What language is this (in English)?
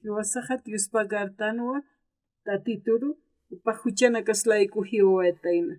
Aymara